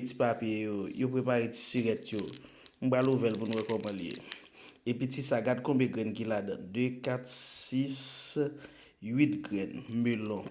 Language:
Haitian Creole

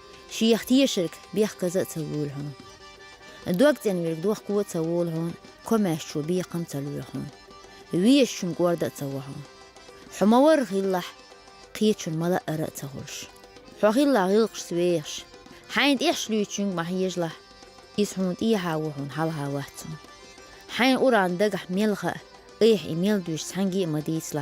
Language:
Chechen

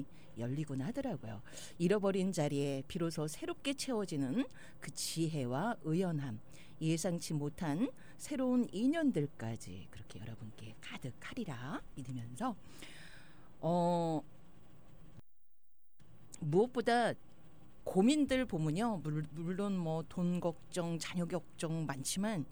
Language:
Korean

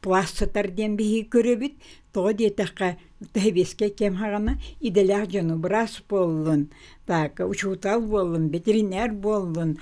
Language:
Yakut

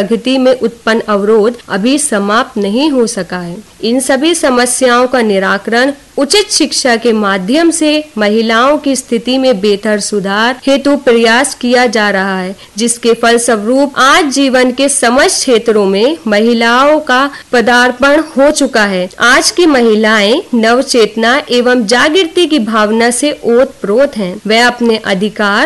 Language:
Hindi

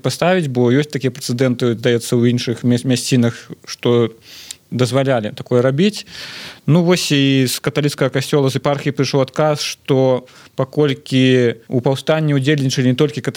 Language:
Belarusian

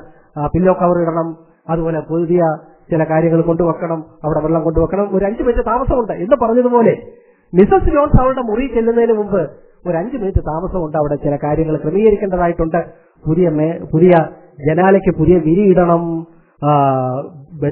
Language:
Malayalam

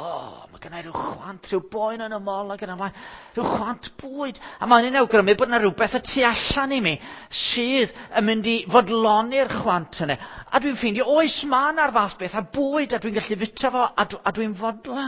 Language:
Welsh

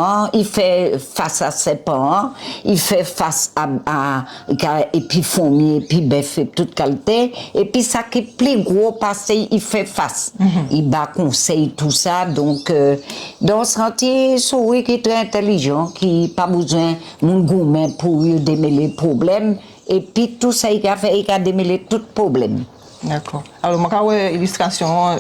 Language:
Guadeloupean Creole French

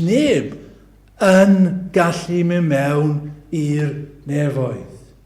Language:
Welsh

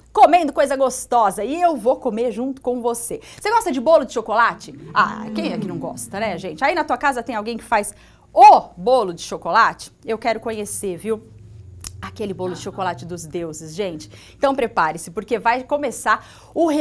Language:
Portuguese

